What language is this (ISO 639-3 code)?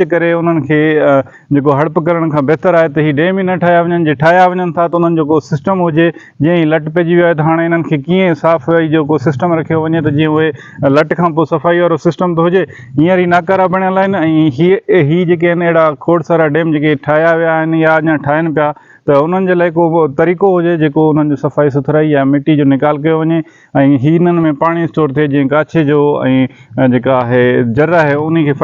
snd